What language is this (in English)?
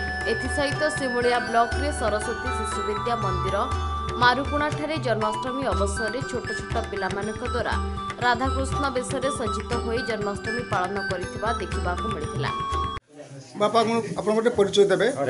Odia